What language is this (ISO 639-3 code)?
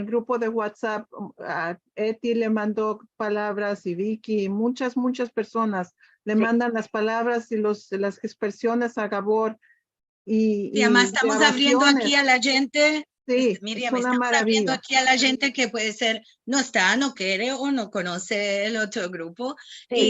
lad